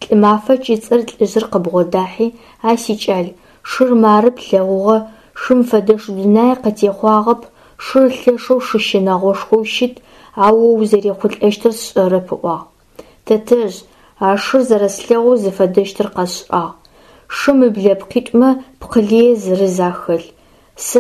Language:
Adyghe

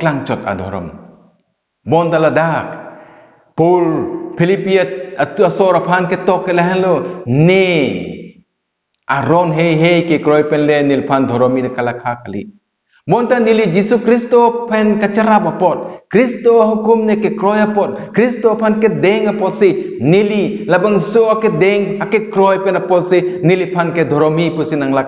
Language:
Karbi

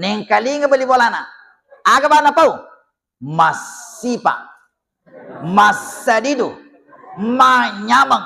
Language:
Buginese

